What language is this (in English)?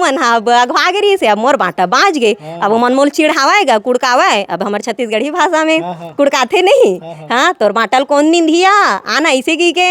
Chhattisgarhi